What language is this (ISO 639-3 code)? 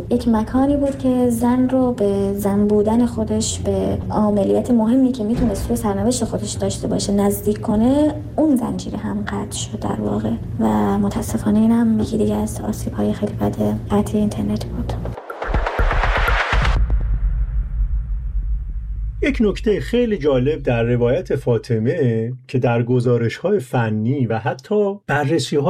fas